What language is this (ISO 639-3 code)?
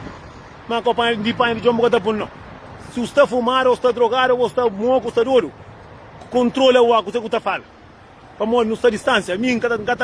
kea